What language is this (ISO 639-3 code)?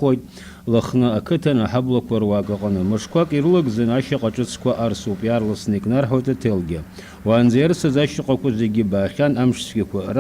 abk